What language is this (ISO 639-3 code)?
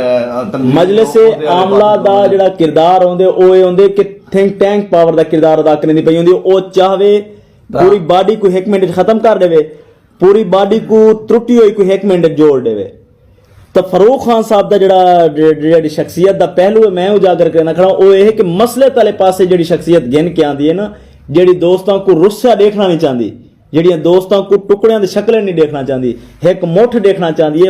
skr